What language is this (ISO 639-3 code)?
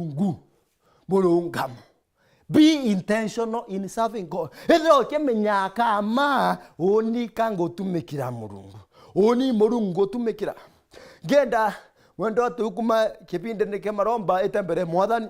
mer